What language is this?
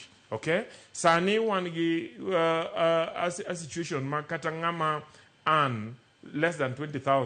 Luo (Kenya and Tanzania)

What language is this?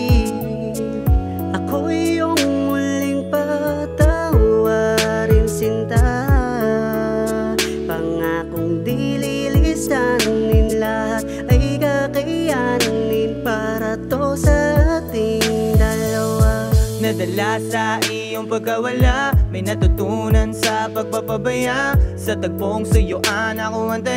Filipino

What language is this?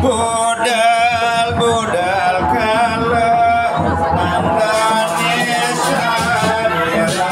Balinese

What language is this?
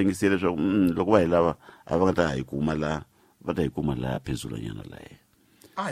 Tsonga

